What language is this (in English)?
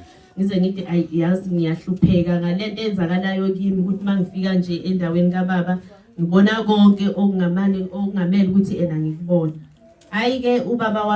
Zulu